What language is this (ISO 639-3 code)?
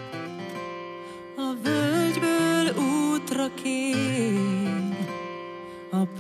hun